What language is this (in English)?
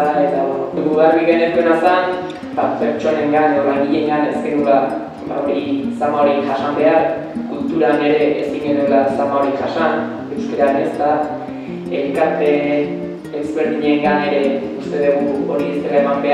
Basque